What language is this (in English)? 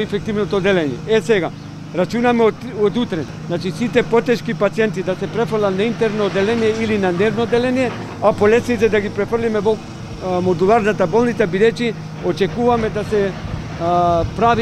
Macedonian